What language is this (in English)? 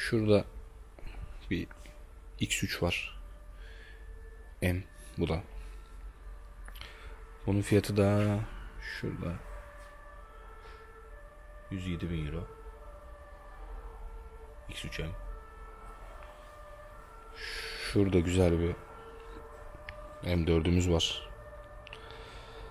Turkish